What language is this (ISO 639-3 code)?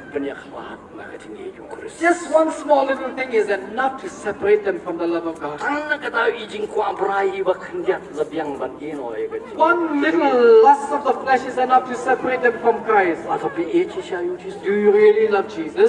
kha